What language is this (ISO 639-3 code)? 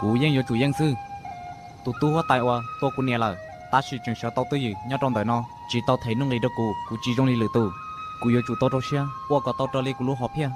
hmn